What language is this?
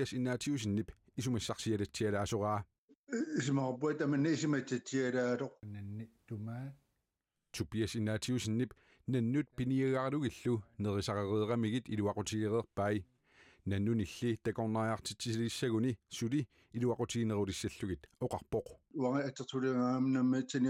Kalaallisut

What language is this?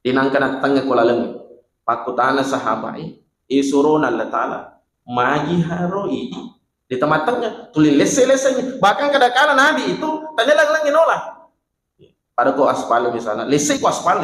Buginese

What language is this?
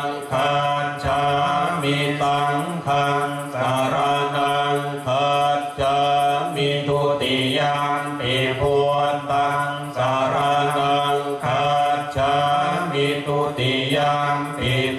Pali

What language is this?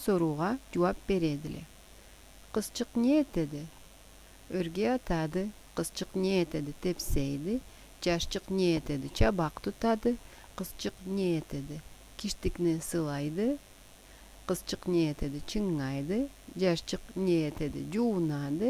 Karachay-Balkar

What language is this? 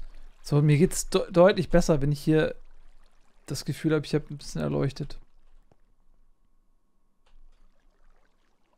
German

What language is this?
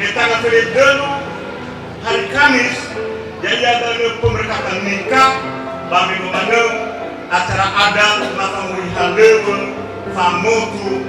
Nias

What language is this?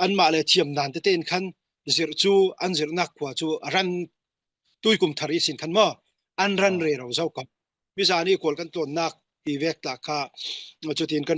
Falam Chin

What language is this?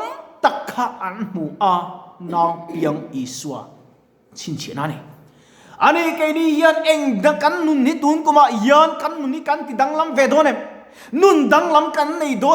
Mizo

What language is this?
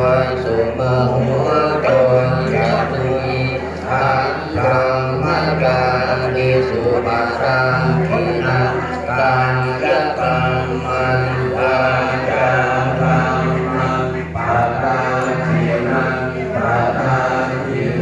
Pali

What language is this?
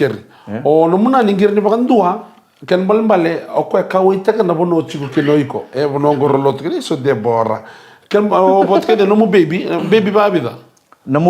Fijian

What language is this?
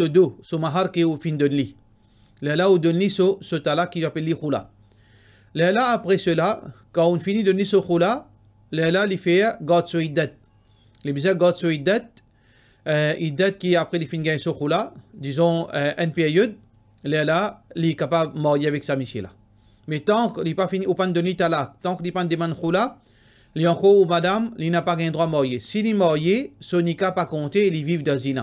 Morisyen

